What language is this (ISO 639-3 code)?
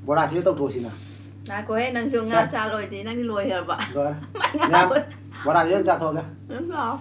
mni